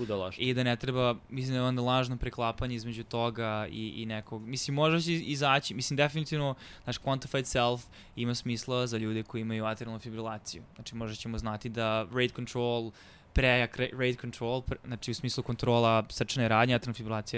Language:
Serbian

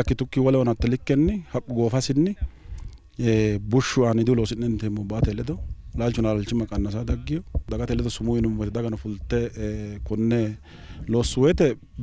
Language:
Sidamo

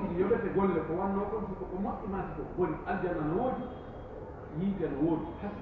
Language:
Pular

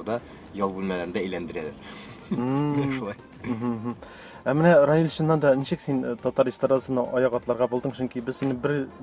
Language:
Tatar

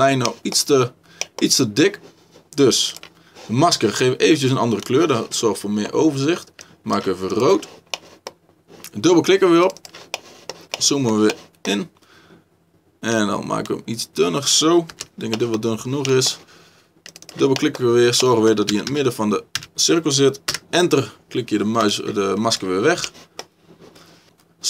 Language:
Dutch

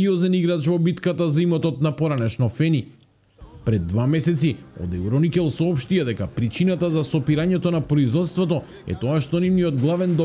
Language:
Macedonian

